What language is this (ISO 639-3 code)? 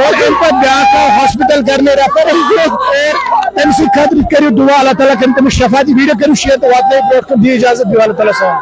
kas